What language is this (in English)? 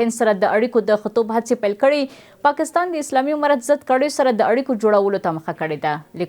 Pashto